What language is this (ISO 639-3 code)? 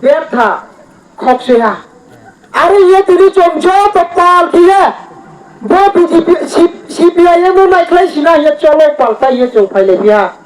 ria